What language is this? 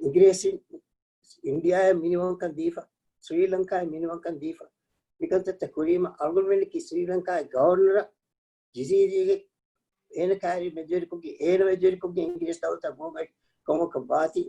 Divehi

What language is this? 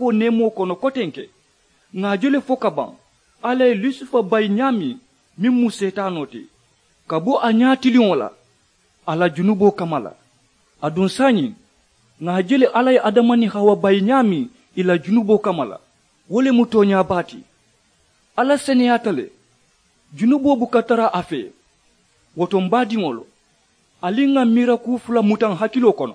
Mandingo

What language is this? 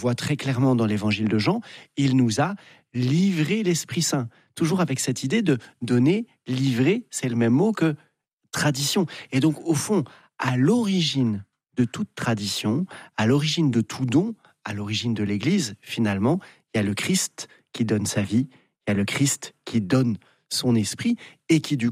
French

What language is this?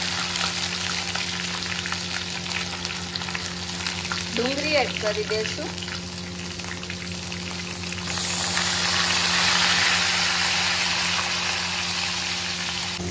Gujarati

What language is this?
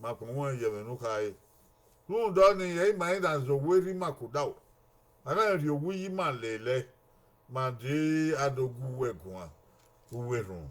Bini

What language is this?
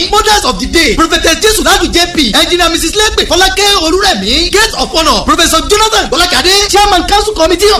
Yoruba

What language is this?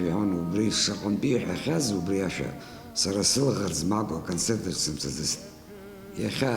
Abkhazian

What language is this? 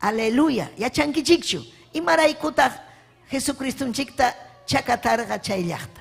Ayacucho Quechua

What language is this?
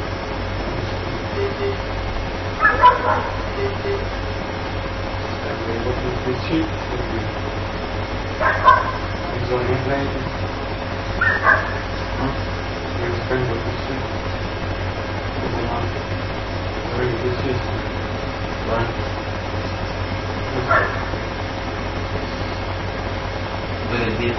Italian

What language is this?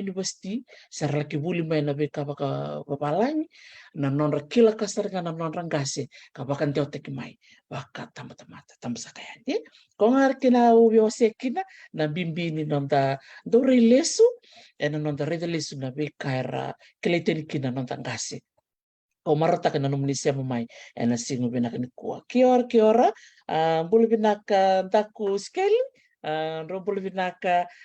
Fijian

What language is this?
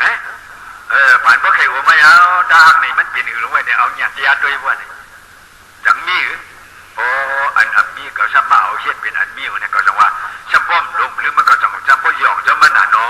Shan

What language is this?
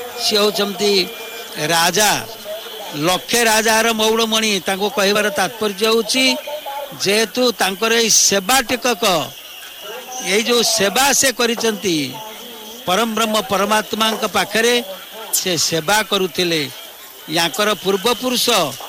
Odia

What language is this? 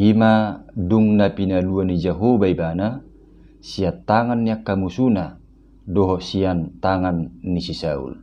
Batak Toba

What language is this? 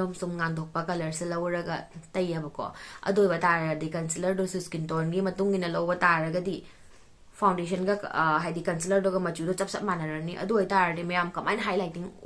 Manipuri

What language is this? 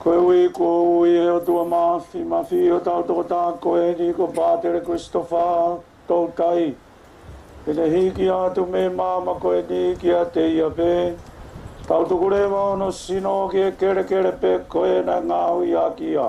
Tongan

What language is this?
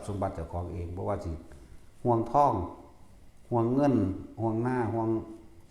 Lao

